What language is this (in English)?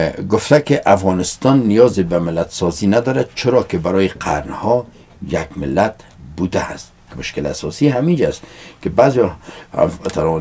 Persian